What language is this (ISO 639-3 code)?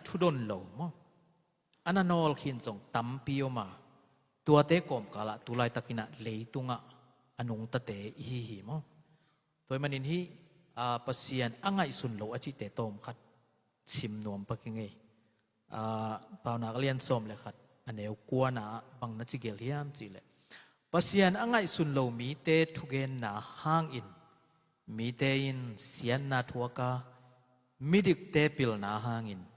ctd